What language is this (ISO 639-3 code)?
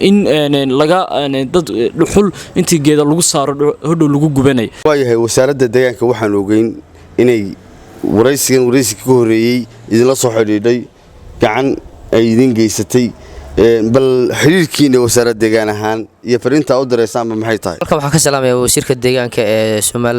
som